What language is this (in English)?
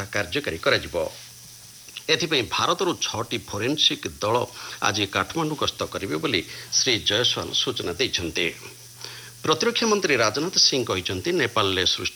Odia